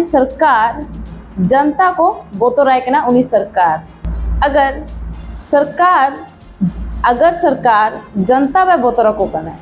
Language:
Santali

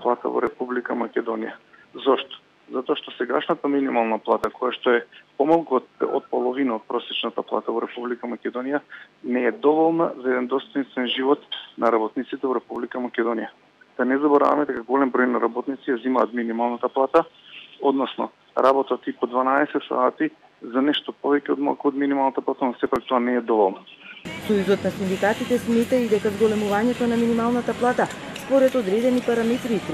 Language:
Macedonian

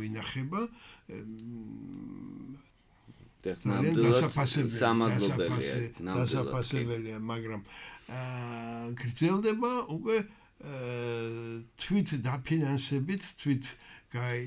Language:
Georgian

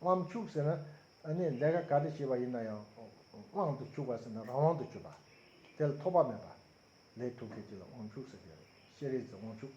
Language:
Tibetan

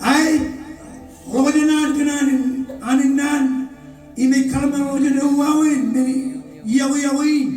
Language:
Marshallese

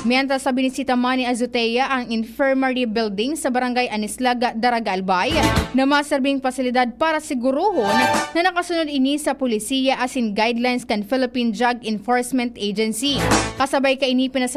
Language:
Bikol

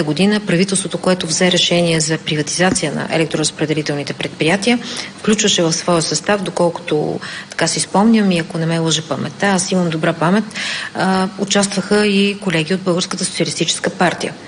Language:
Bulgarian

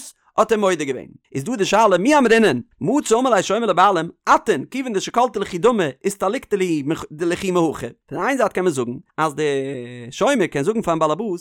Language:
Yiddish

